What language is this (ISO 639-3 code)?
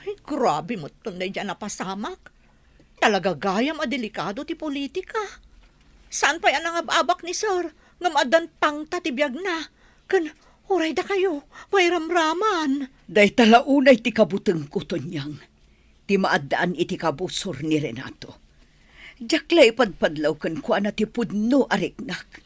ilo